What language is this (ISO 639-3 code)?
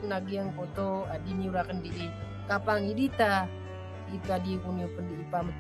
mrw